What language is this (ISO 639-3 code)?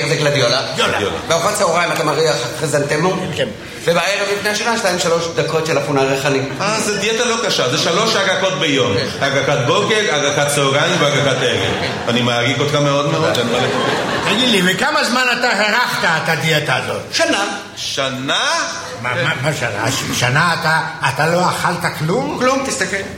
heb